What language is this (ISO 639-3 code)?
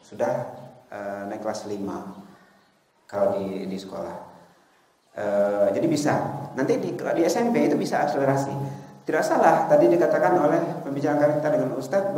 ind